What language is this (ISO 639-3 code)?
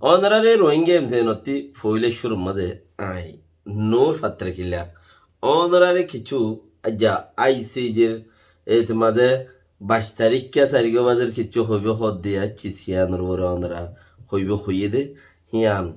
rhg